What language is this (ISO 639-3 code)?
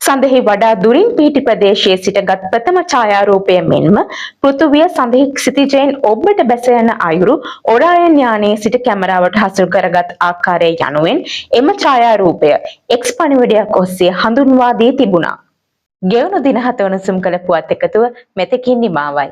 sin